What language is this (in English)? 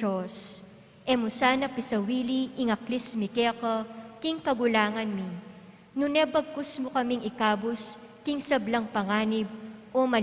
Pampanga